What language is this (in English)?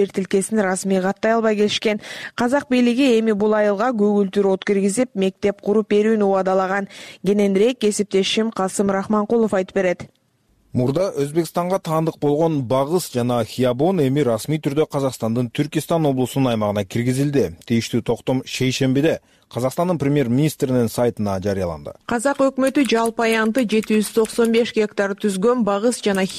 Kyrgyz